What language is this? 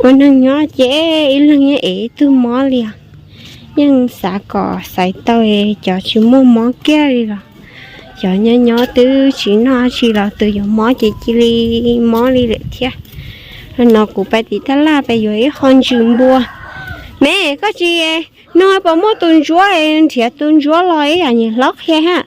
Hmong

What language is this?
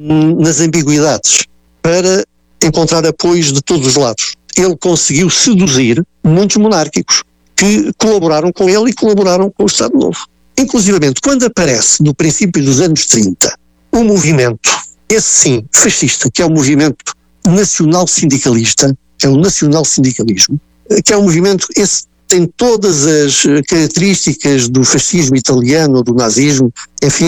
Portuguese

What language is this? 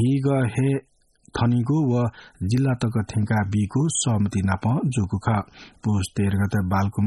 Newari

